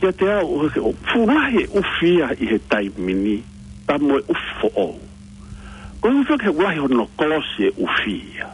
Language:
Tongan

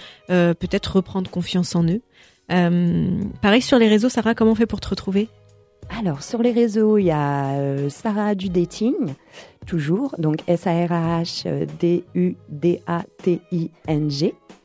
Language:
French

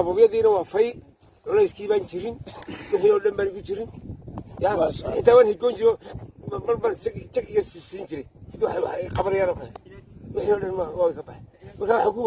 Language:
Somali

